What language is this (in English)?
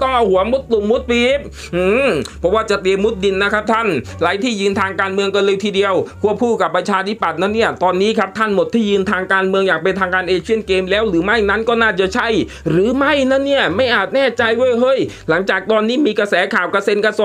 Thai